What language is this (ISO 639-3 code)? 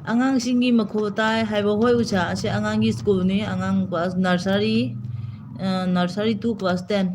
mni